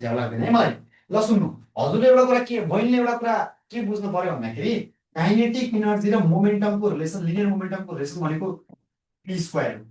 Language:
Nepali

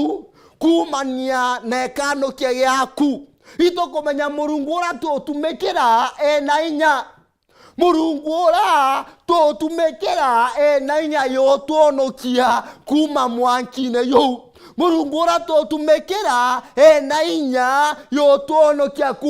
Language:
Meru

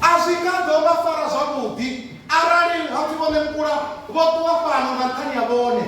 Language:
Venda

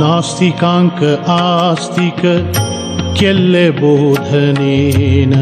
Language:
Konkani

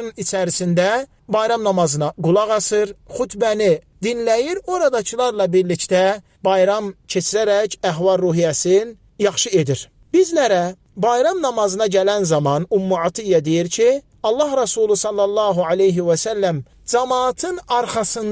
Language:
Azerbaijani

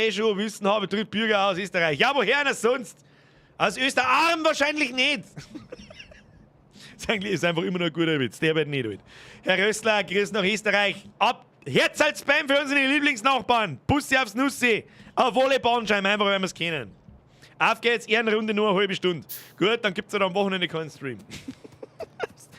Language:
Bavarian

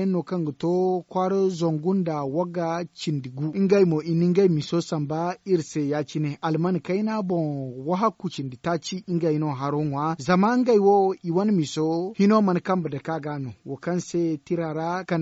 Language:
Zarma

